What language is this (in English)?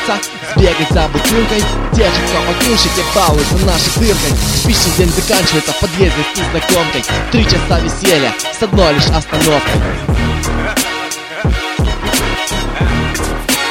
Russian